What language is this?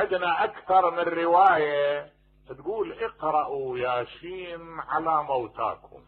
Mesopotamian Arabic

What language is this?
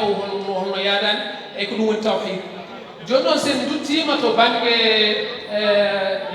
Fula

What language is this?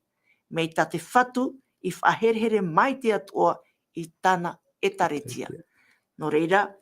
Tahitian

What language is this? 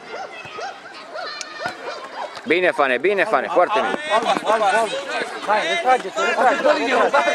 Romanian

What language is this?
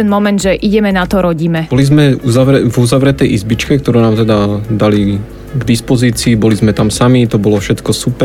Slovak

